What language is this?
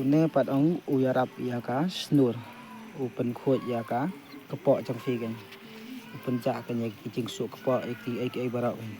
Khasi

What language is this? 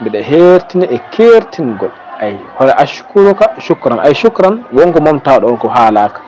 Fula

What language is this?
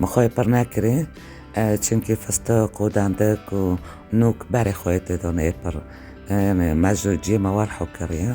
Kurdish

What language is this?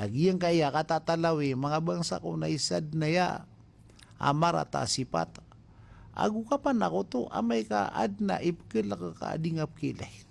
Maranao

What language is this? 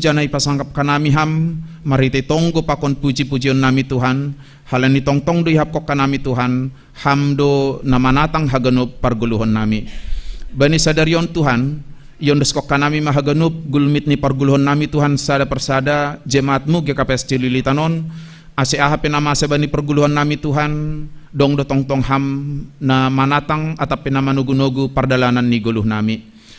Batak Simalungun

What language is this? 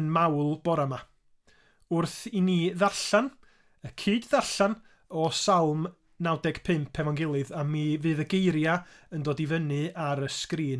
Welsh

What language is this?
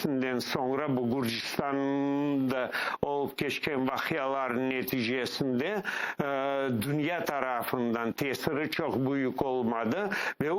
Crimean Tatar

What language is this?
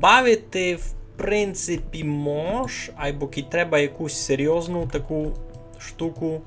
Rusyn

